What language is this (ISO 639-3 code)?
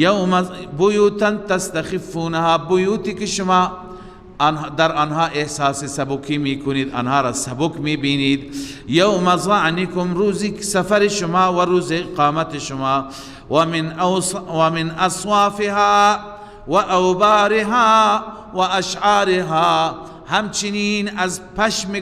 fas